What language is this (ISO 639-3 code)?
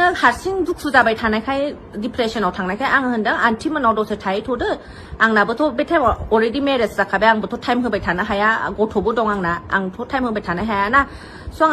brx